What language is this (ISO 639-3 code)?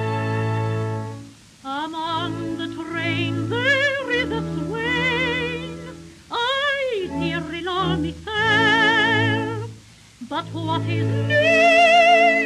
tur